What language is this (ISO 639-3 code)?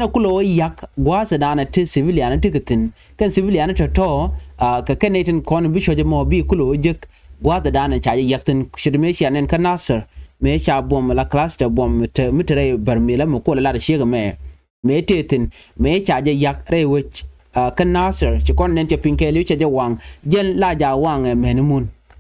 nus